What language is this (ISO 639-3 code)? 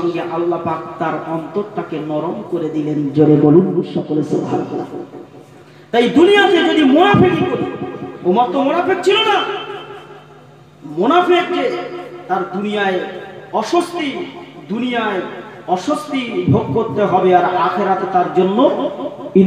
ben